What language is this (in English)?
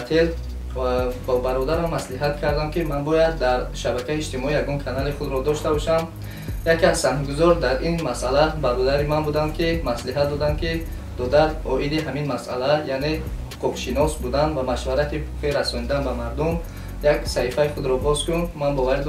Tajik